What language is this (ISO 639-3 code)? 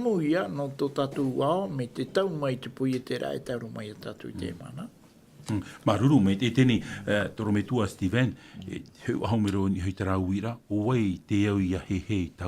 tah